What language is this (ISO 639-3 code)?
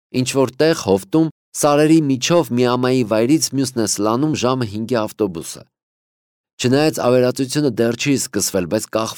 hye